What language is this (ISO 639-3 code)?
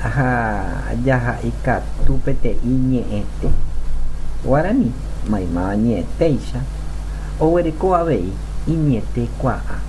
grn